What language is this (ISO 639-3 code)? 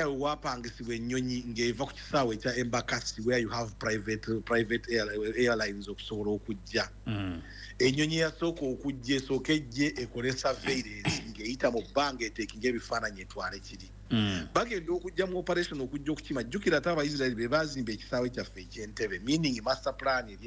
lug